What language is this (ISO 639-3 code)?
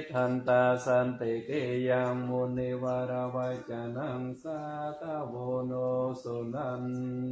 pli